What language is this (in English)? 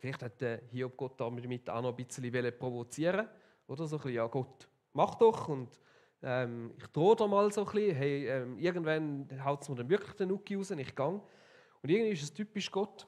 Swiss German